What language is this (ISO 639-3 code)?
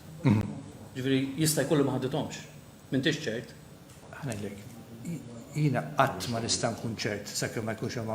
mlt